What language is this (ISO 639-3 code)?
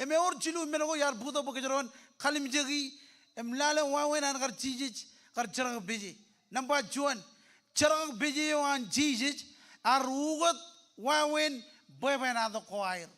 mah